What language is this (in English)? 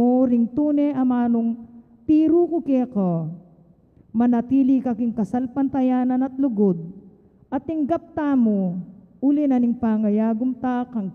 Pampanga